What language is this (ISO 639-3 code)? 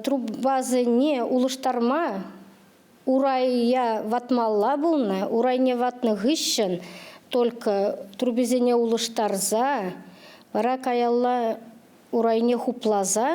chv